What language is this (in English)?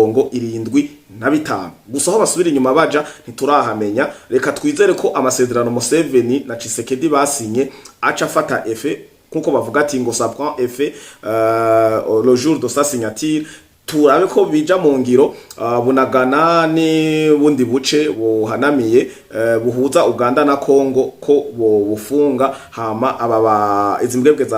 Rundi